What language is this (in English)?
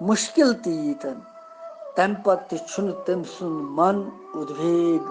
Kashmiri